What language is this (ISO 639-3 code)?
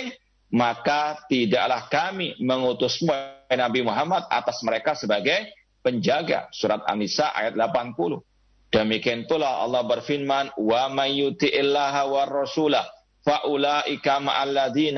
ind